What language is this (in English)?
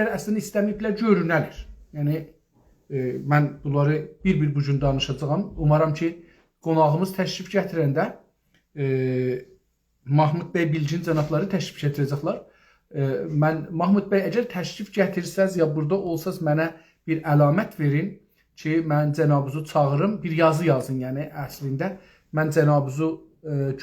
South Azerbaijani